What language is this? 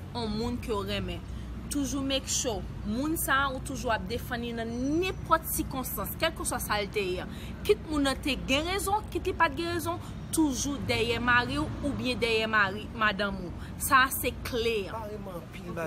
Haitian Creole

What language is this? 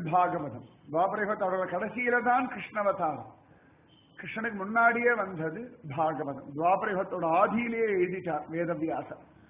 Tamil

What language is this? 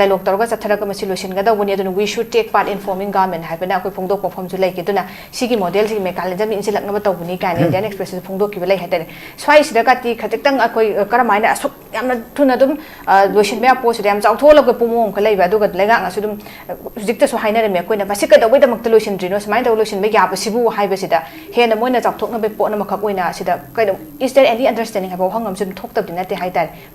Manipuri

